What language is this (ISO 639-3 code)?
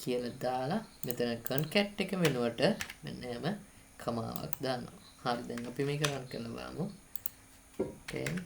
sin